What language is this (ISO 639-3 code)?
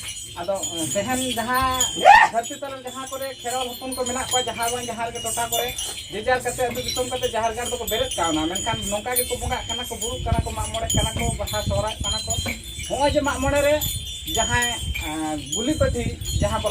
sat